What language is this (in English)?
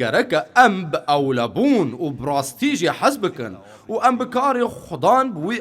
Kurdish